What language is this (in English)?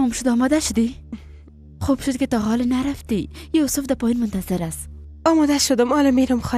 Persian